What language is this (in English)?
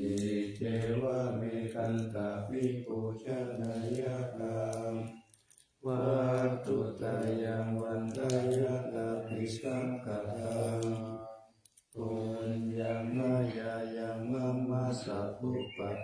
Pali